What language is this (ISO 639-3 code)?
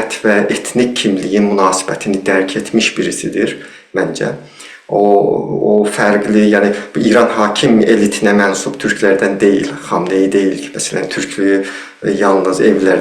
azb